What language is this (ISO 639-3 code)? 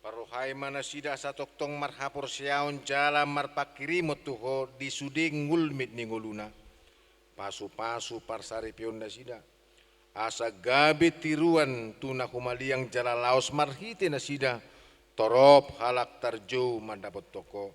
bbc